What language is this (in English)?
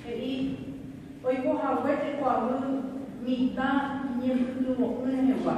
Guarani